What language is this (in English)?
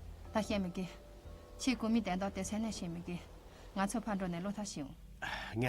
Tibetan